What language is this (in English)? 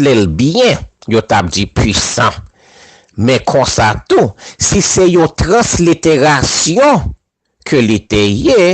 Haitian Creole